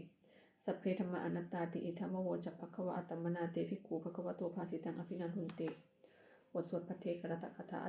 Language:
Pali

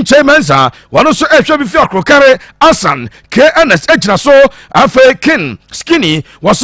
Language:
Akan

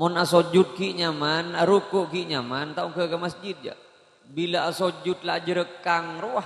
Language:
Madurese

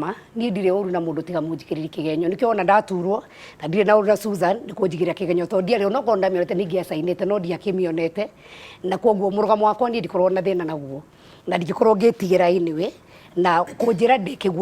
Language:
Kikuyu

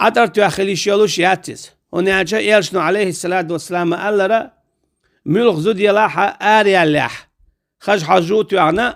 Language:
Chechen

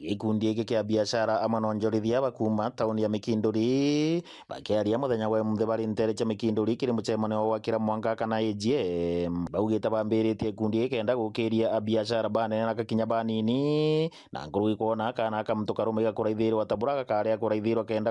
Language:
Meru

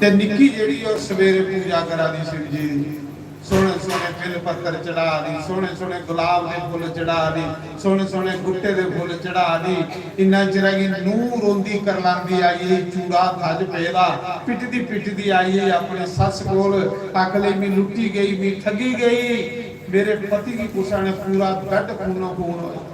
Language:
Dogri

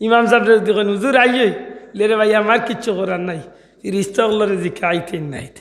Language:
Sylheti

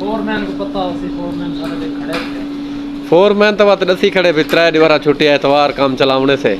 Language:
Saraiki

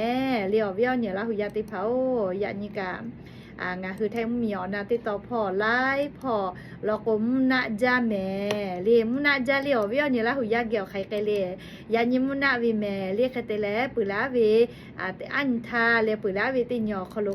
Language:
Lahu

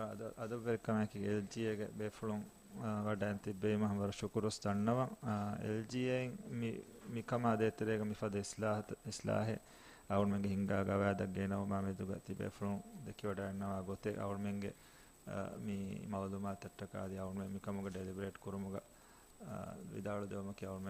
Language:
Divehi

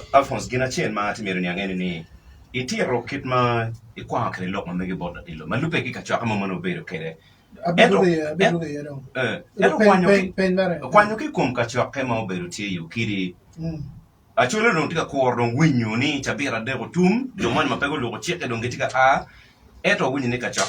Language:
Acoli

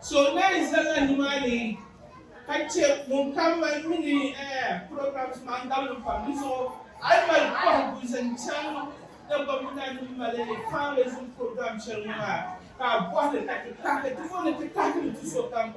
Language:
Dagbani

